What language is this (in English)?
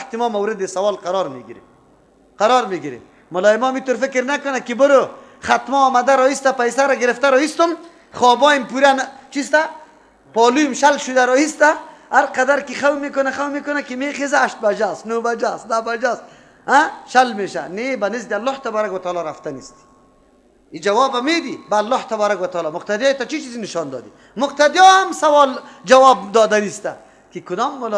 Persian